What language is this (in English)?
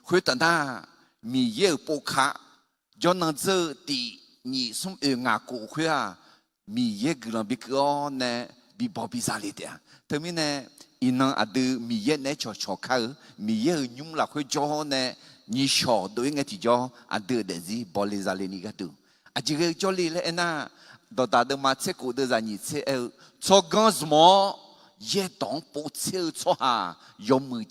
Akha